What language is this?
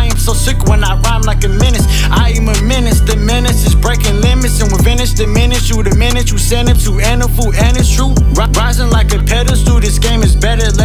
English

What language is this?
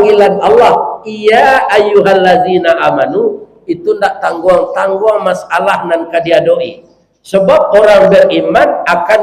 Minangkabau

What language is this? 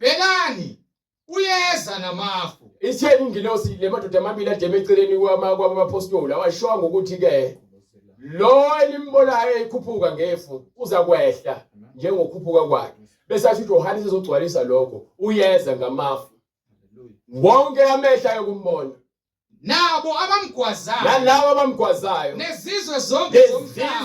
Zulu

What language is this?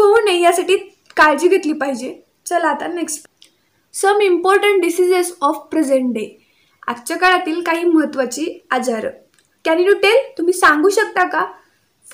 Marathi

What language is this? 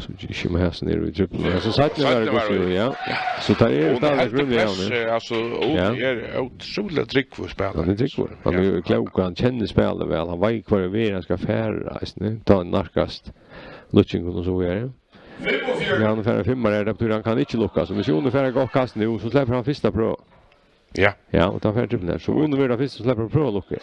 Faroese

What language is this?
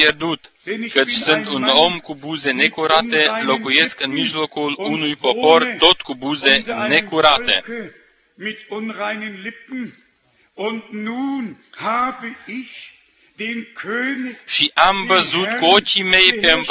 Romanian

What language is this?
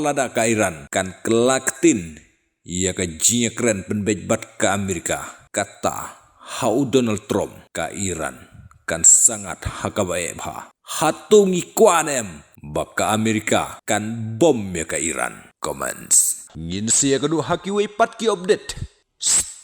Khasi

